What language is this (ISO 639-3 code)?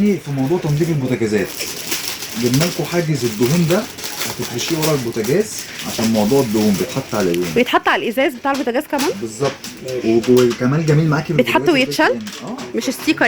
arz